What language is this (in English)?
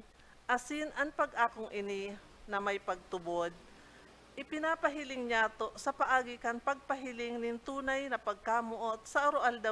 Bikol